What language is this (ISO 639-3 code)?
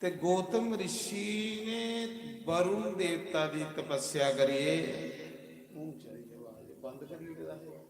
doi